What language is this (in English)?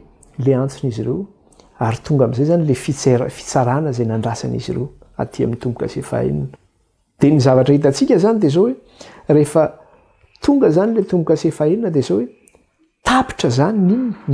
Malagasy